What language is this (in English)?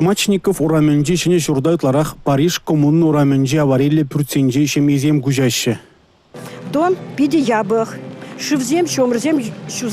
Chuvash